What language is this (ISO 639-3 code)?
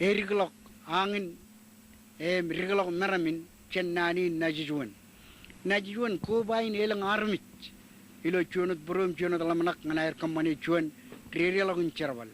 mah